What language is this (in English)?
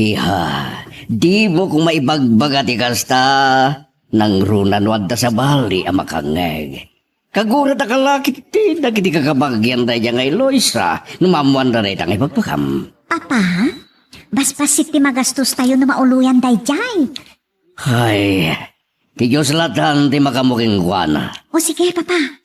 Iloko